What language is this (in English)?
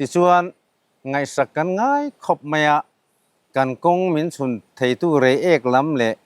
Mizo